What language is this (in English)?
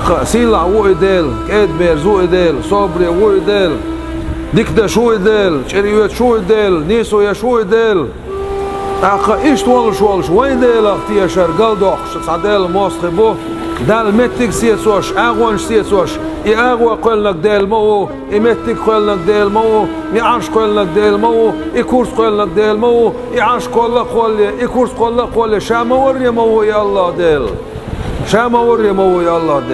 Chechen